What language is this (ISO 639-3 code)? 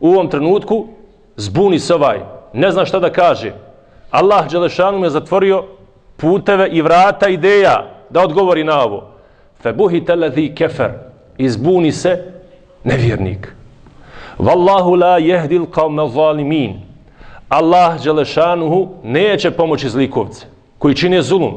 bos